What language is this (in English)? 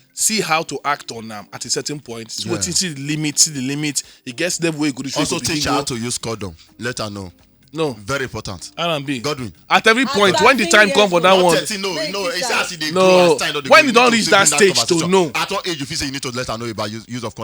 Nigerian Pidgin